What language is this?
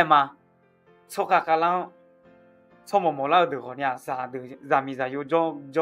Akha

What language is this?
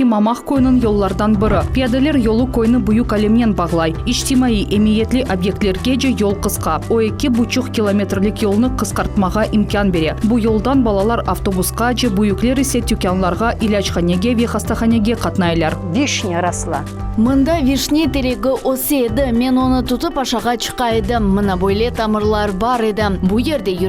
Crimean Tatar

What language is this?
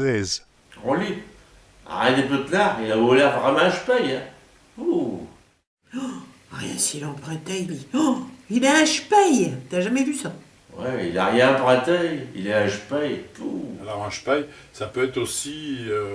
Picard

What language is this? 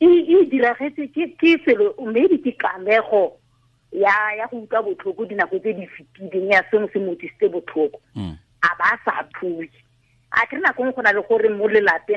Tswana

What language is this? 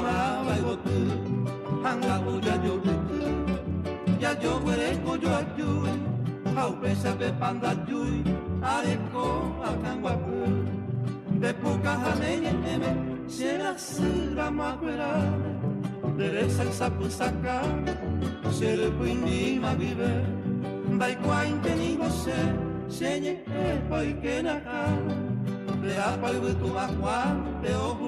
Guarani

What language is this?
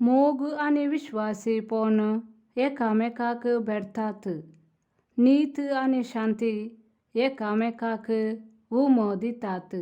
Konkani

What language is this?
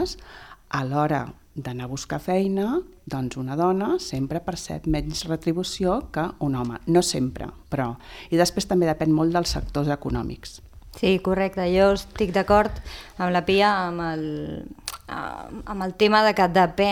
Catalan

